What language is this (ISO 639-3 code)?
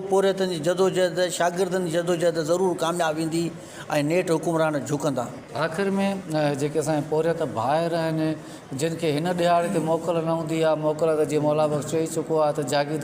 snd